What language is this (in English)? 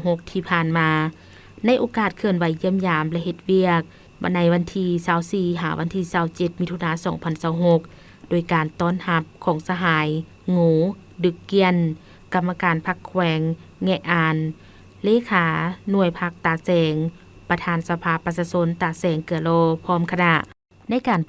Lao